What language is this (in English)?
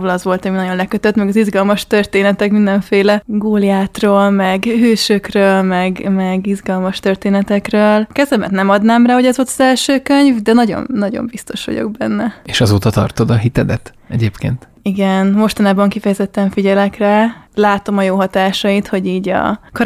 Hungarian